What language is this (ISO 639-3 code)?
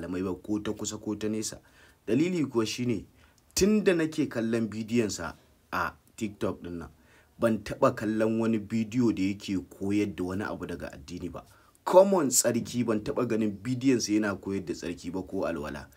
hau